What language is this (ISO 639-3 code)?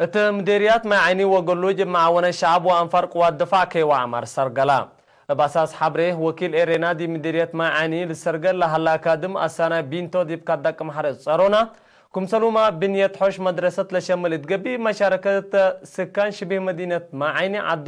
tig